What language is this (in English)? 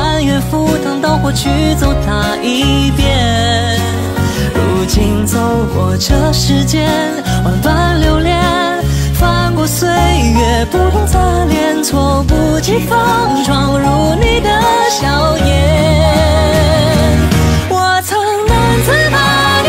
Chinese